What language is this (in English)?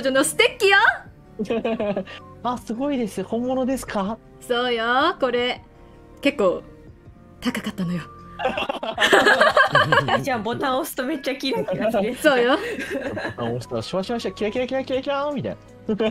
Japanese